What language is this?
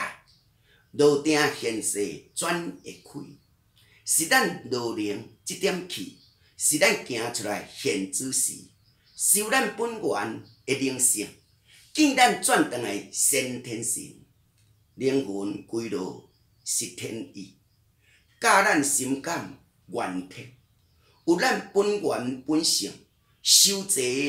Min Nan Chinese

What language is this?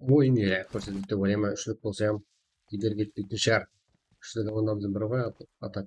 Kara-Kalpak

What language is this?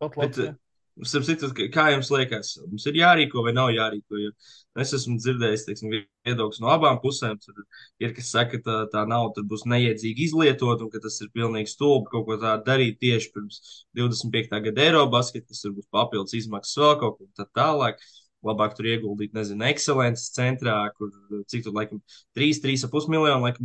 Latvian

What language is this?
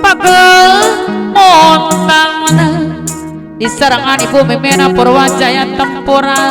Sundanese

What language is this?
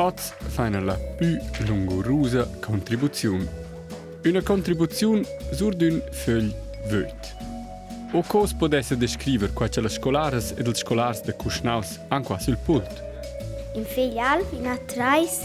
Romansh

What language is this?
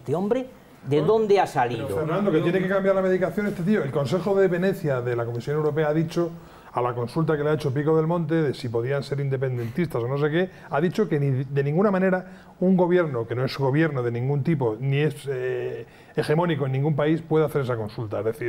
Spanish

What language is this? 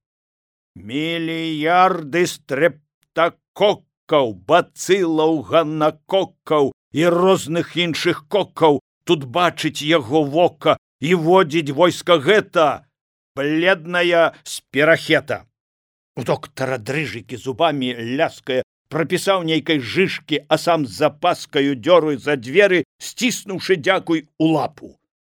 Belarusian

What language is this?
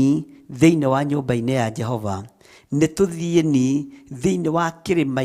Kikuyu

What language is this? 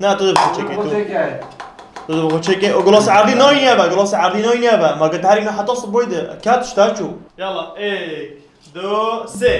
Kurdish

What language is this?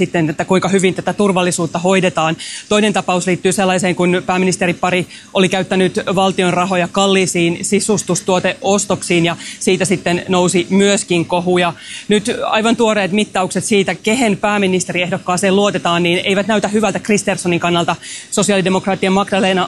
Finnish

